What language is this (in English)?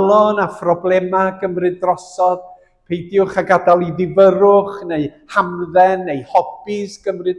Welsh